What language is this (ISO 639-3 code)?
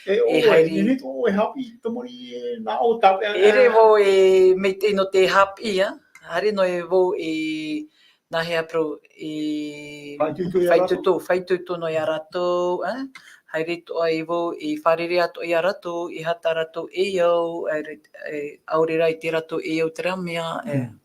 tah